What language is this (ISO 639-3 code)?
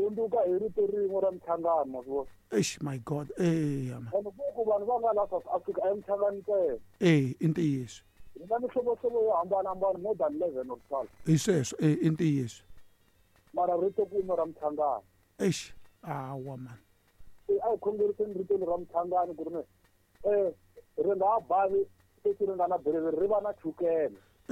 tso